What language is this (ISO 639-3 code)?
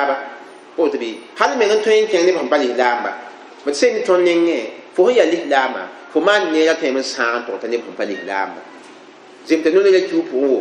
mos